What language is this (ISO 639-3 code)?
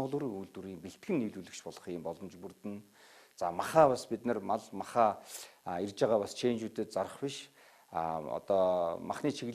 mon